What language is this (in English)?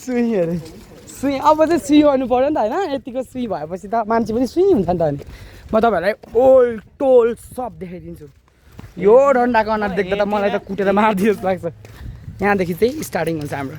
Nepali